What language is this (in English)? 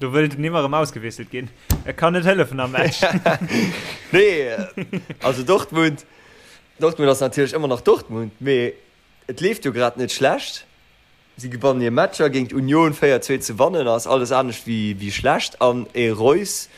Luxembourgish